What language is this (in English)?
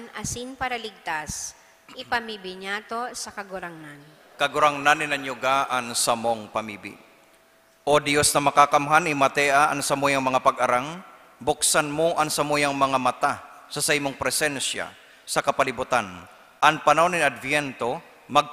Bikol